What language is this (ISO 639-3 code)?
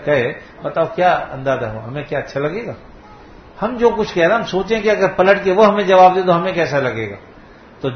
urd